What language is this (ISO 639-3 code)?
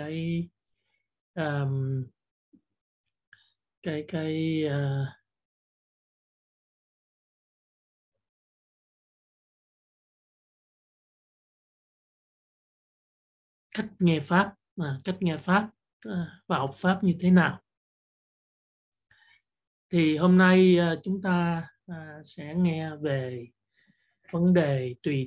vie